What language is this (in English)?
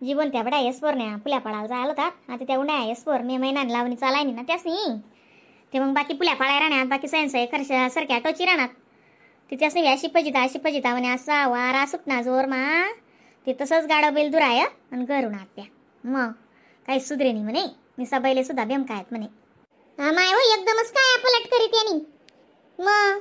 Khandesi